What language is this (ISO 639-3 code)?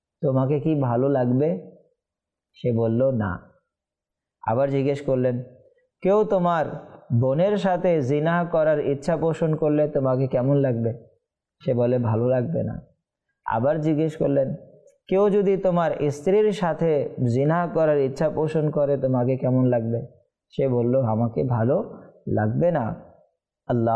ben